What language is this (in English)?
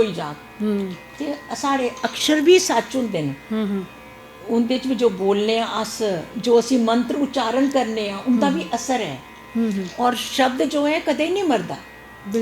Dogri